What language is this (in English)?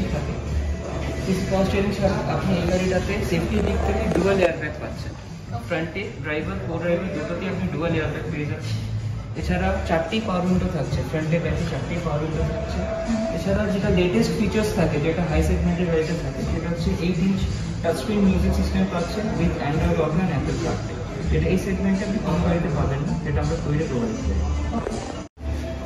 Bangla